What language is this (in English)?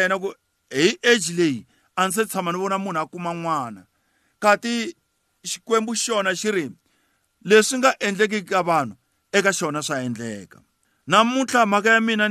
Tsonga